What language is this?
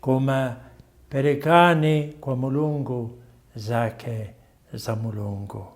Nyanja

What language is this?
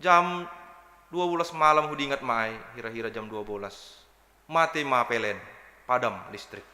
Batak Simalungun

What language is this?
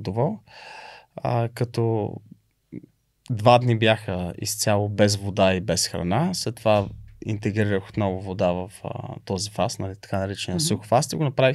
Bulgarian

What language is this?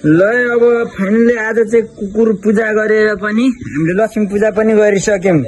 Nepali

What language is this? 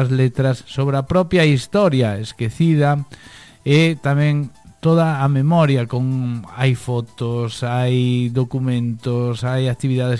Galician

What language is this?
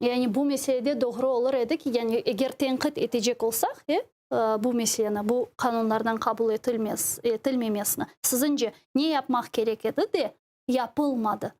Crimean Tatar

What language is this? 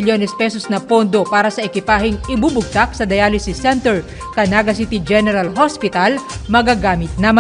Bikol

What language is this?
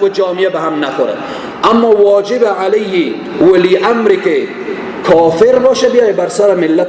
Persian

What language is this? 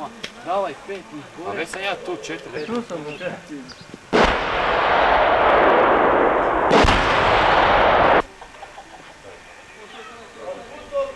Croatian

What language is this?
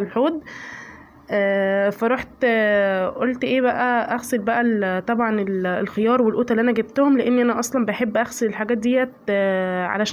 Egyptian Arabic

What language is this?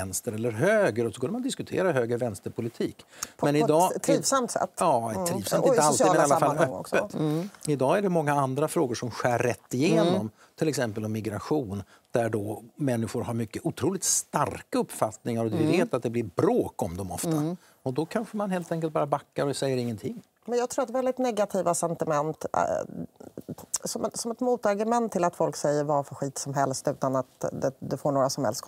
Swedish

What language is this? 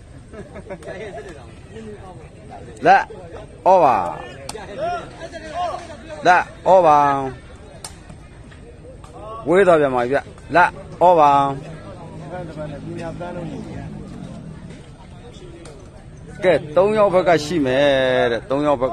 Burmese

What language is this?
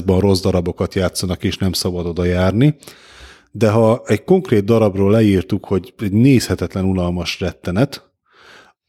Hungarian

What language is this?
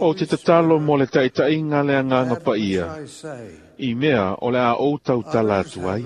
Samoan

